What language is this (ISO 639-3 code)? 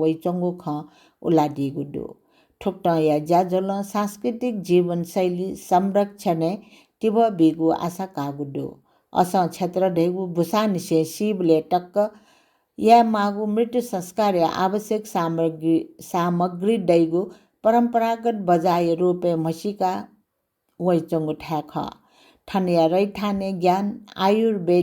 new